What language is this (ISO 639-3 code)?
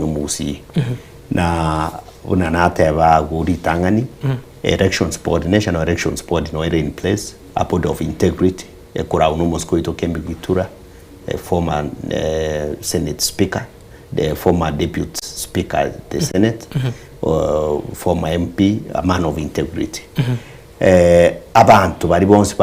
guz